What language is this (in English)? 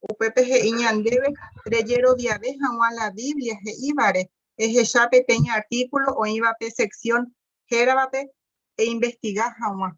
Guarani